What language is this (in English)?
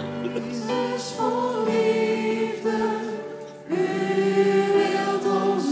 Dutch